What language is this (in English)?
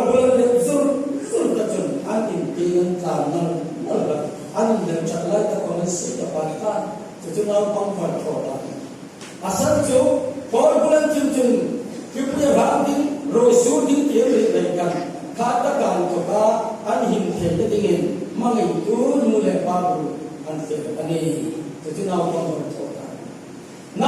Hmar